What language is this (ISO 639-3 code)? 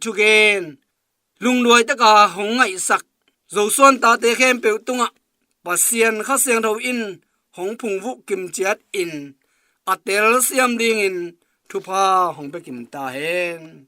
ctd